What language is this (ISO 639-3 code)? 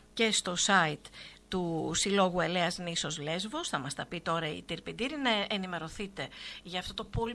ell